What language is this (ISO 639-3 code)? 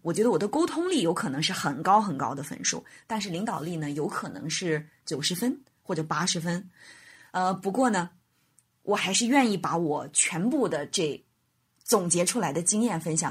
zho